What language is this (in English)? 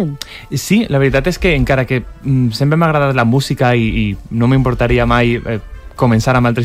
Catalan